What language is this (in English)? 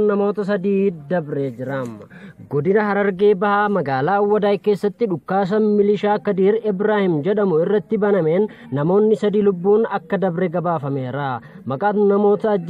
Oromo